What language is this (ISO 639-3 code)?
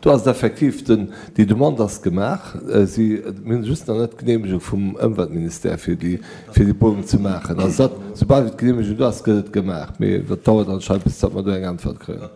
ltz